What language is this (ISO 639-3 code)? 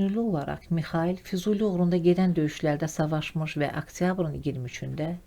aze